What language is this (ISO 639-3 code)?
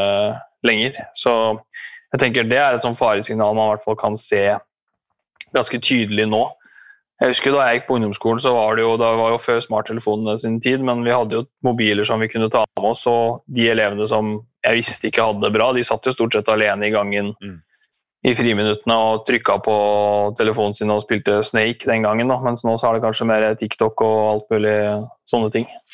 nor